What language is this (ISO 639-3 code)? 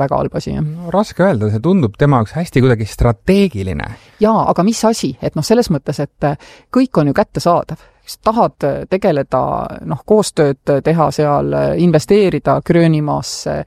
est